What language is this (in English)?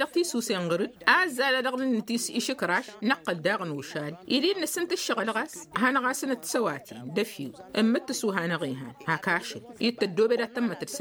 Tamasheq